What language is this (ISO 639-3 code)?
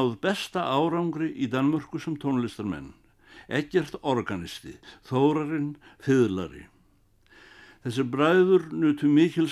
isl